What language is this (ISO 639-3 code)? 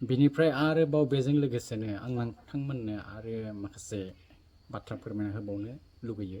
brx